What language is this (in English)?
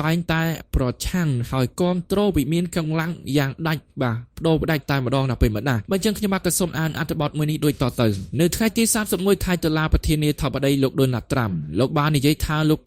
Khmer